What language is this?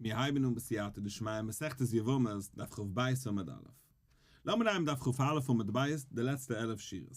Yiddish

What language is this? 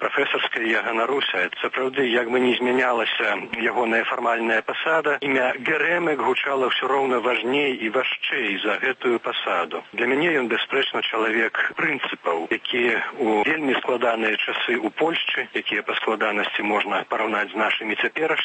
Belarusian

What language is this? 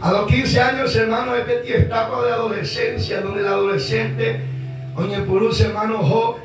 Guarani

